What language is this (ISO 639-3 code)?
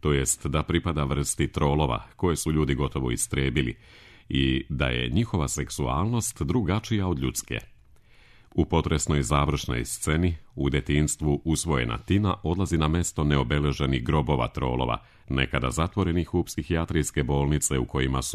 srp